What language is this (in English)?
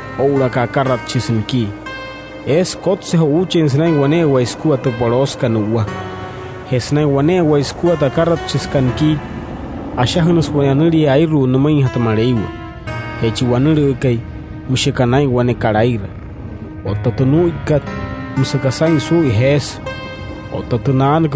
Wayuu